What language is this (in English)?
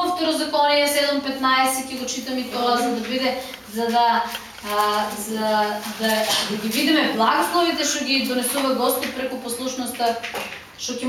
Macedonian